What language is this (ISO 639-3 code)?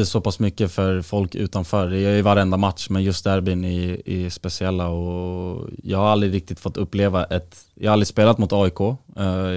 swe